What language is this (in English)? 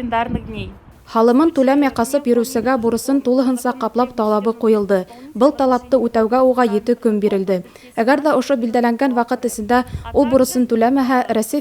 Bashkir